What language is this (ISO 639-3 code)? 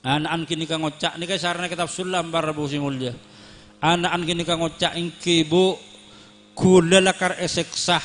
mad